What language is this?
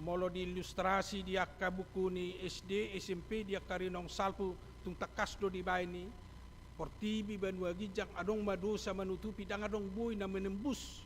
Batak Toba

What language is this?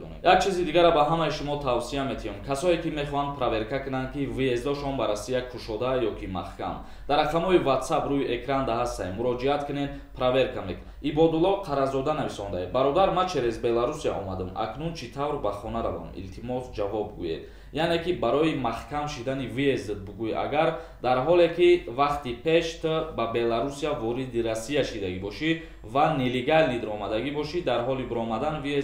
Tajik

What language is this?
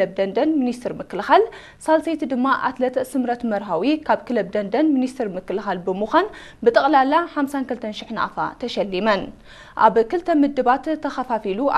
Tigrinya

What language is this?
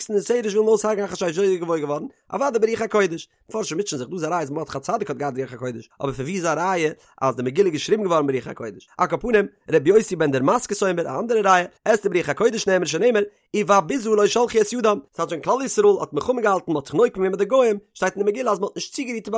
Yiddish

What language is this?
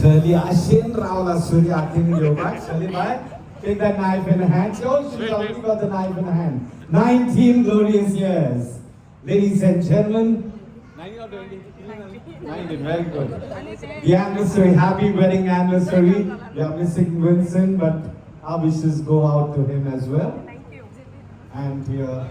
Konkani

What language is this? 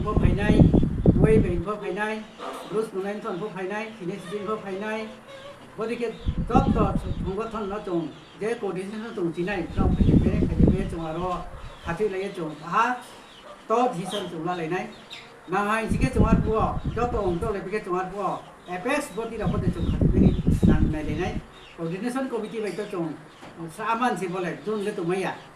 Riang (India)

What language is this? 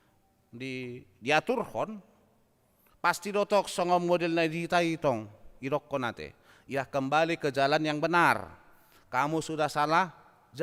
Batak Toba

